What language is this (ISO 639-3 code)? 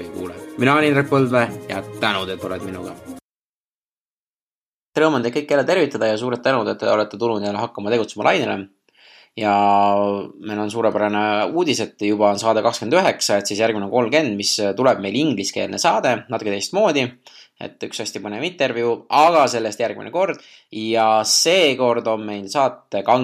est